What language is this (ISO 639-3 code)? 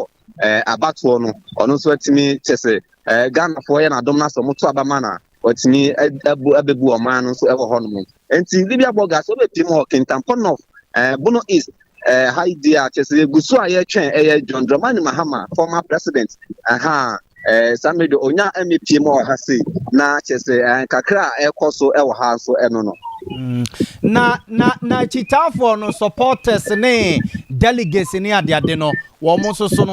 aka